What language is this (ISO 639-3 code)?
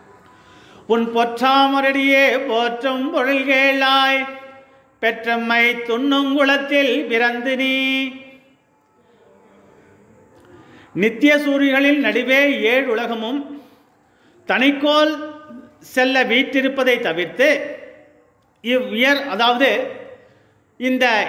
tam